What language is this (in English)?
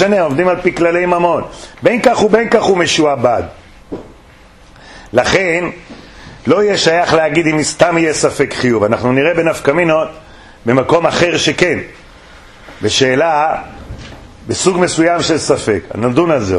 Hebrew